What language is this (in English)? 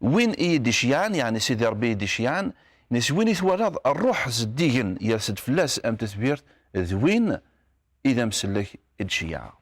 Kabyle